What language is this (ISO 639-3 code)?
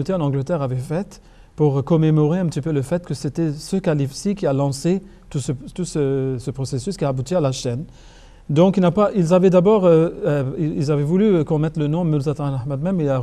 fra